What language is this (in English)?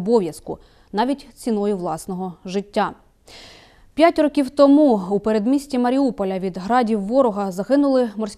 Ukrainian